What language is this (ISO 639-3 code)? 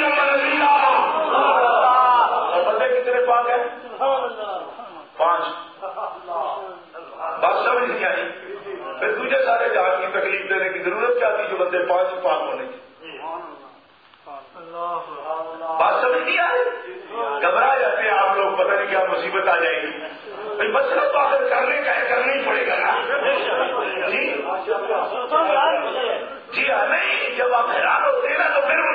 urd